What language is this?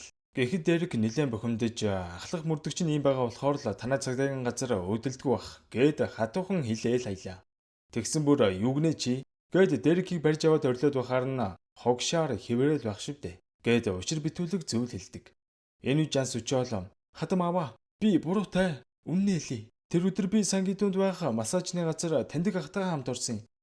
Mongolian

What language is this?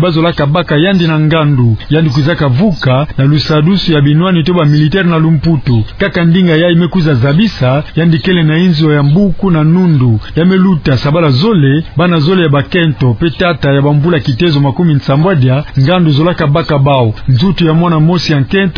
Kituba (Democratic Republic of Congo)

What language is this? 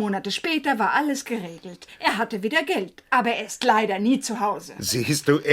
Swiss German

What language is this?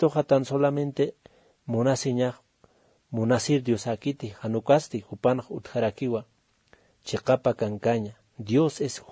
Aymara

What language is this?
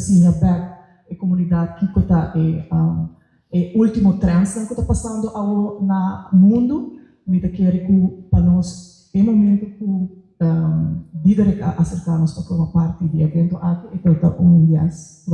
Papiamento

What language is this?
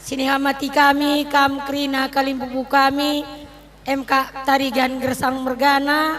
Batak Karo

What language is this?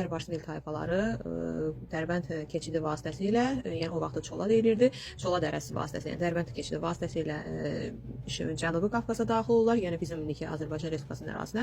Azerbaijani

